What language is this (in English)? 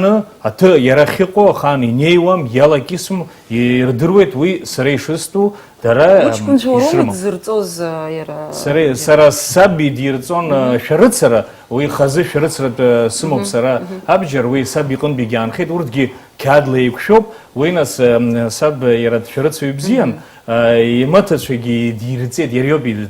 Abkhazian